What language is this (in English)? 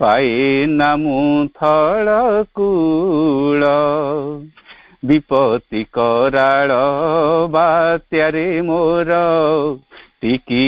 Odia